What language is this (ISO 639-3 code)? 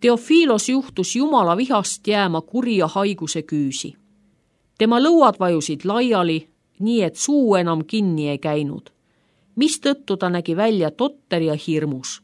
est